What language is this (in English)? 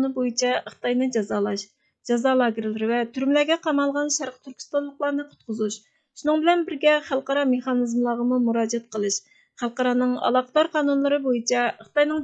Uyghur